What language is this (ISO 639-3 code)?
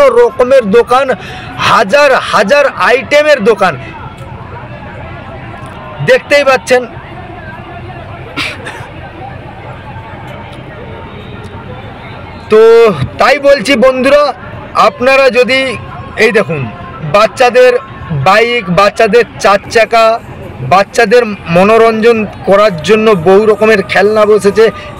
ben